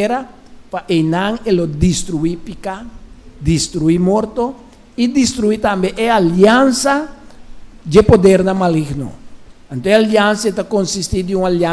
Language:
Papiamento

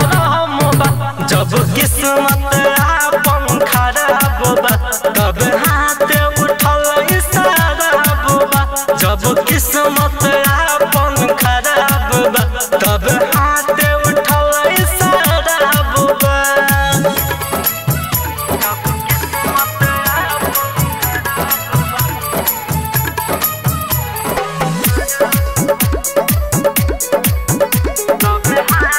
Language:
Bhojpuri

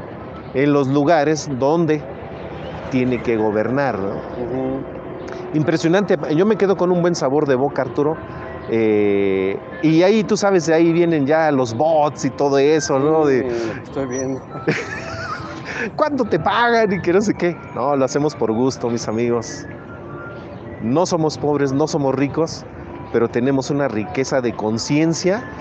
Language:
Spanish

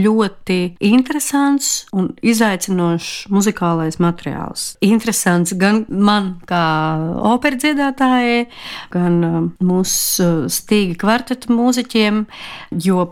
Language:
Latvian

